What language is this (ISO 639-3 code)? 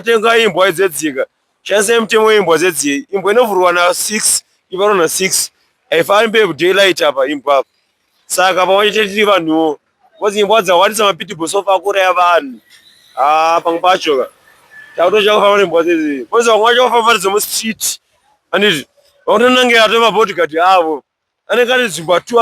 sna